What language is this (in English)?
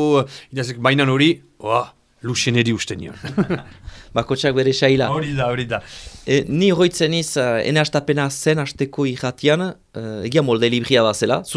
Basque